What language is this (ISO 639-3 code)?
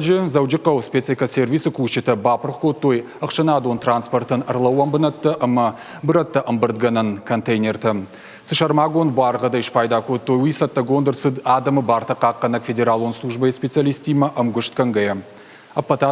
oss